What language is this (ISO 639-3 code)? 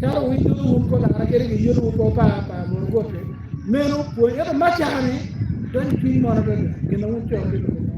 ach